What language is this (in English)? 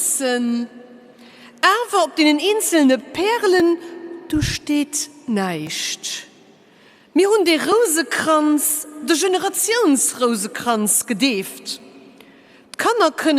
Luxembourgish